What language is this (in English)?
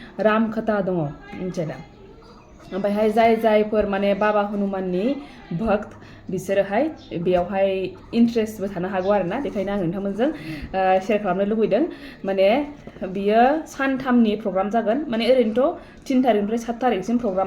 Bodo